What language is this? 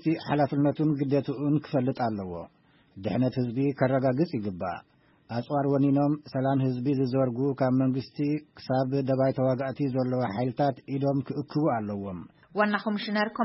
Tigrinya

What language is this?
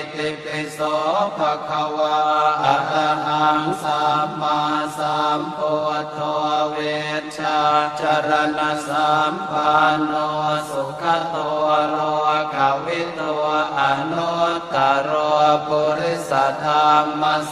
Pali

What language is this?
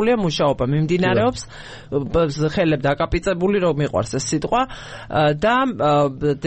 Georgian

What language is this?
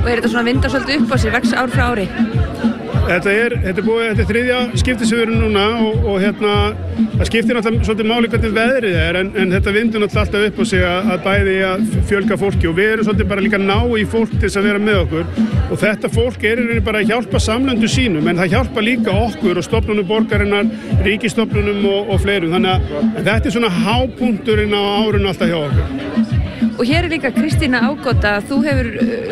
Icelandic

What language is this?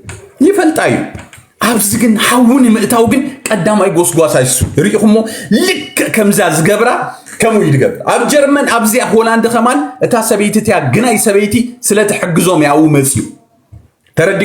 Tigrinya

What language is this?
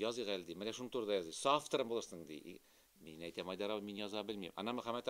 Tatar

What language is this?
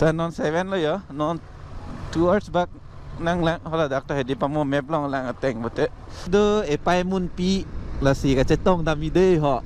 Karbi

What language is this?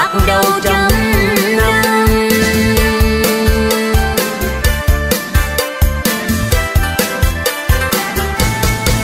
Vietnamese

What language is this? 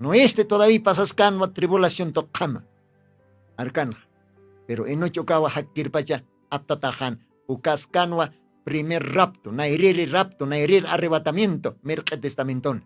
Aymara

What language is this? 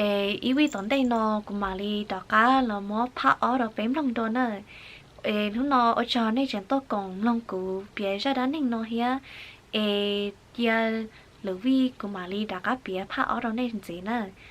Hmong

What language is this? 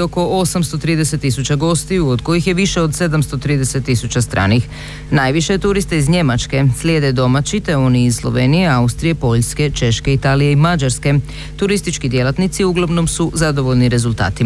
Croatian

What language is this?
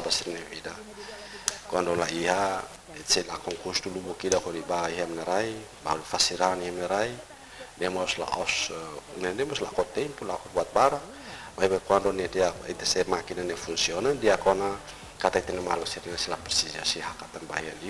Tetum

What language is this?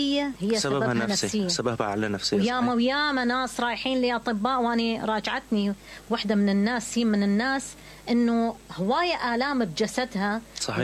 Mesopotamian Arabic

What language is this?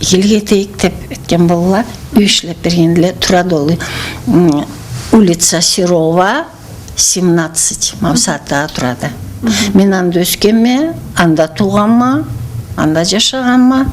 Karachay-Balkar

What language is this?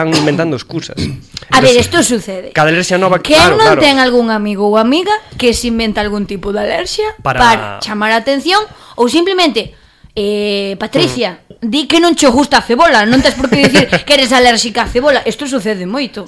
Galician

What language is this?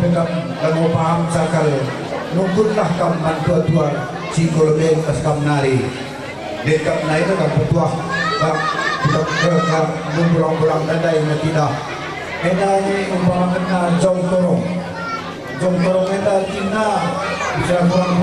Batak Karo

